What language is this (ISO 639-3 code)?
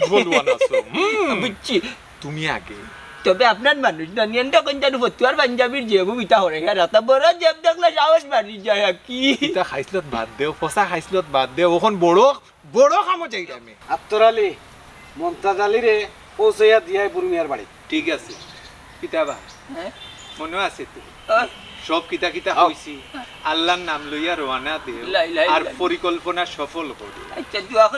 syl